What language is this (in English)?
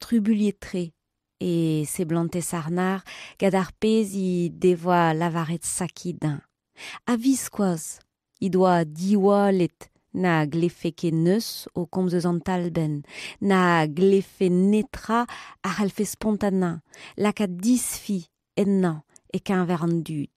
Breton